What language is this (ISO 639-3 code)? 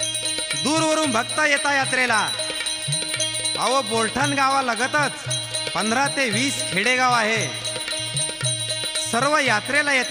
mar